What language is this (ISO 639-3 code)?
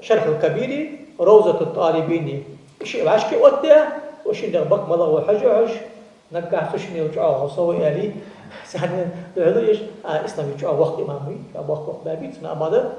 inh